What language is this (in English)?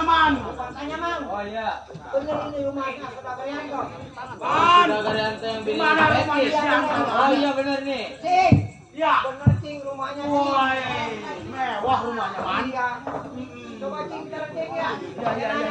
Betawi